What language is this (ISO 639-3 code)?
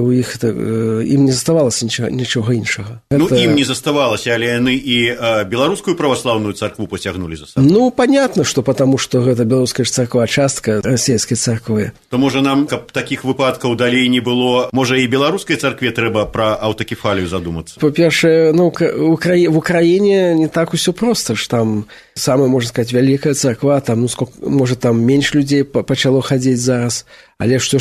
bel